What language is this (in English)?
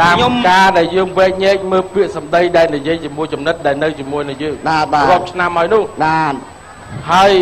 Khmer